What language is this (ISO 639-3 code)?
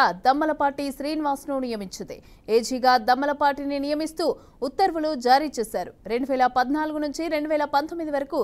tel